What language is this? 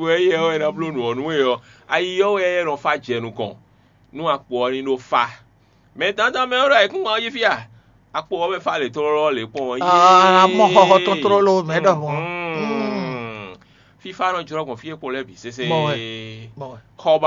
Fon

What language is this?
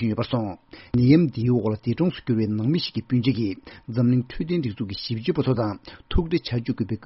Tibetan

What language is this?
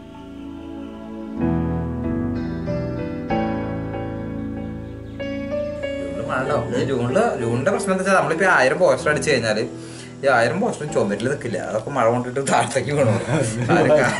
Malayalam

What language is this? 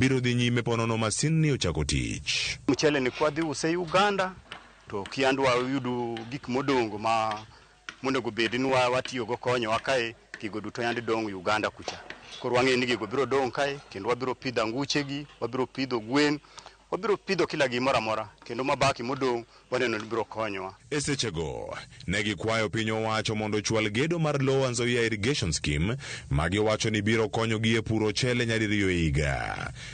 Luo (Kenya and Tanzania)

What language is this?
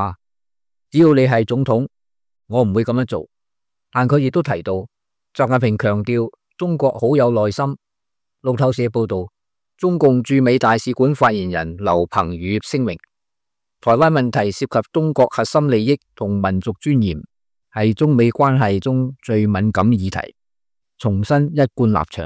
Cantonese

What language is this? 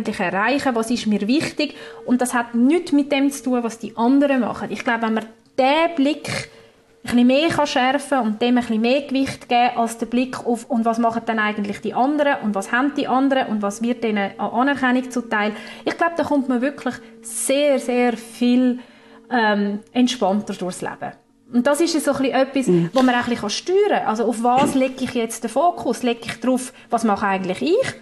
German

